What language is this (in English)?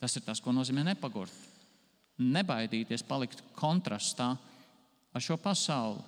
Latvian